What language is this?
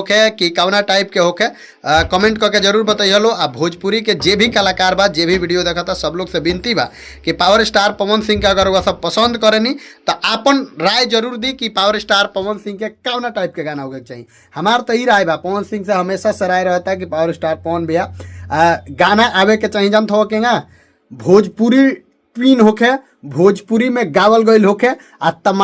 Bhojpuri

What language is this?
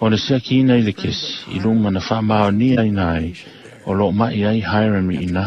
Samoan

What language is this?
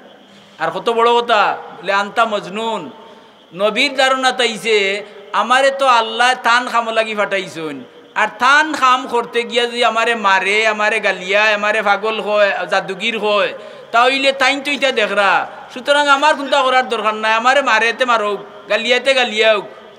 Sylheti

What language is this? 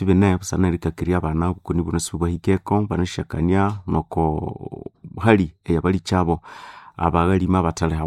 Nande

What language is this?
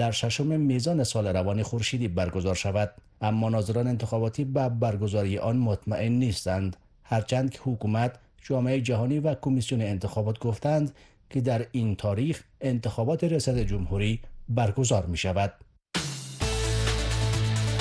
Persian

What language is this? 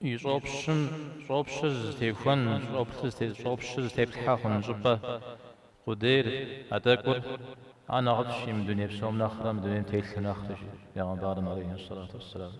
Kabardian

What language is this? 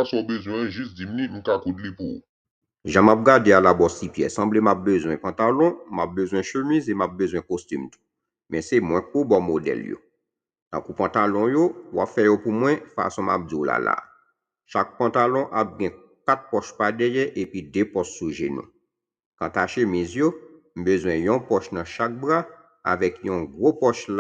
Haitian Creole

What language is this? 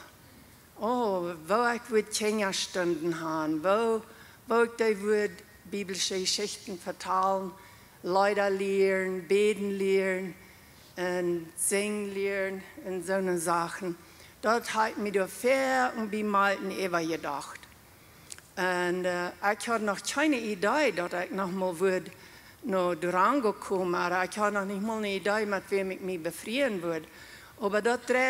Plautdietsch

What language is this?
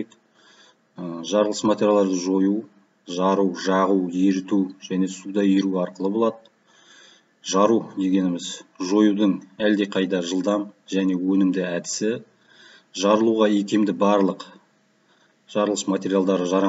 Kazakh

